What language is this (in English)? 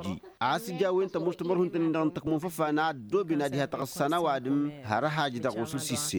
Tamasheq